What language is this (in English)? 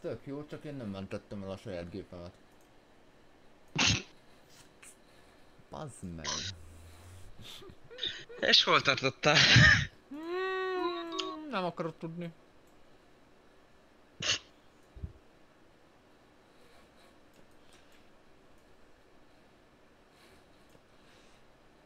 Hungarian